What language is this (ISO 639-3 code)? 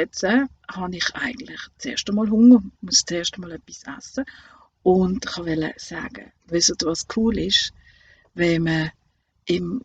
gsw